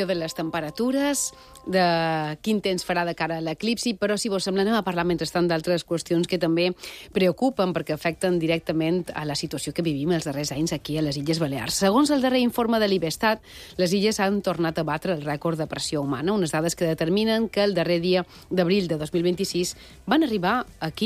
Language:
Catalan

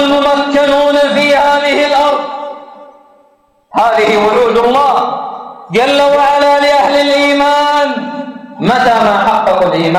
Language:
Arabic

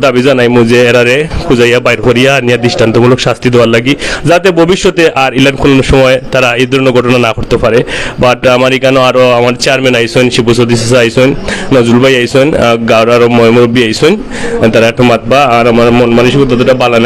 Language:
Sylheti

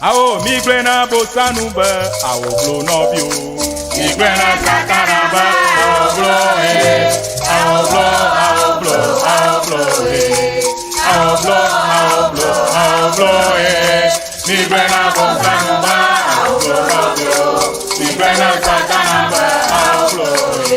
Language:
Ewe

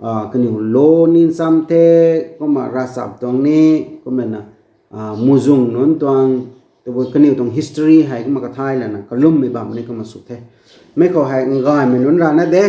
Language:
Rongmei Naga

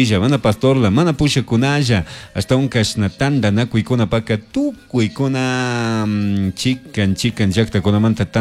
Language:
Chimborazo Highland Quichua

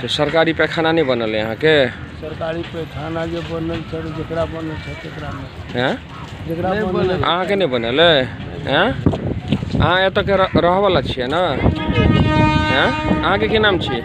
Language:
Maithili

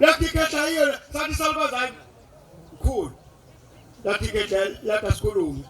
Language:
Zulu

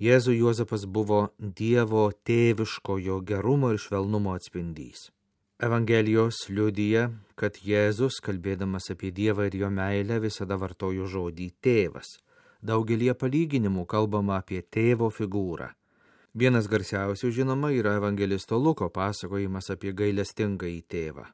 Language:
Lithuanian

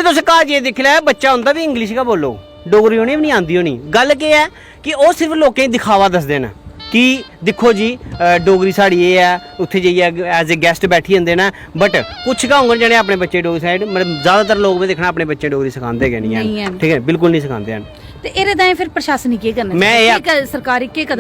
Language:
Dogri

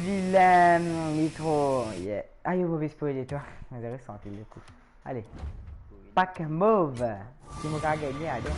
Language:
Morisyen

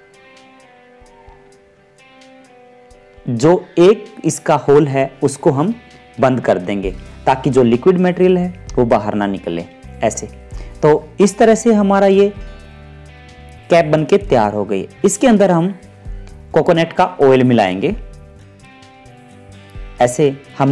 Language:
Hindi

